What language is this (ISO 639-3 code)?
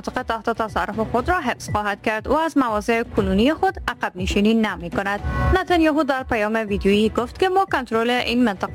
fas